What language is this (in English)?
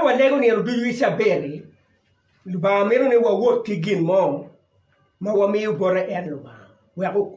Acoli